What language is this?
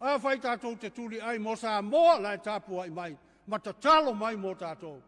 Samoan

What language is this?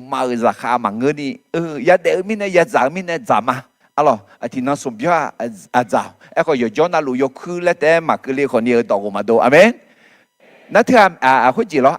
Akha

